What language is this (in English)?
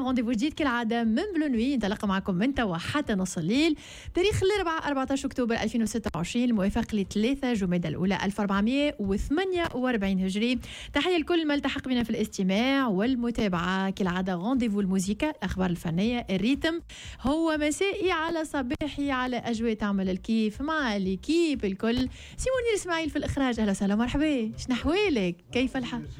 Tunisian Arabic